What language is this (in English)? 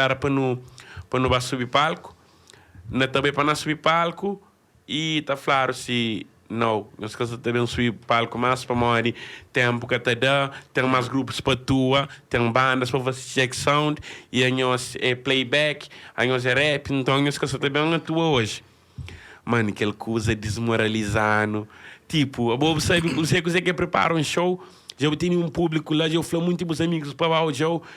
Kabuverdianu